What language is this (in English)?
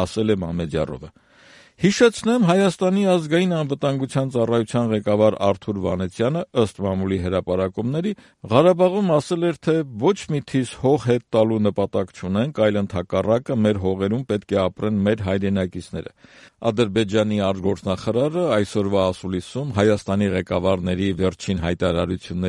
Armenian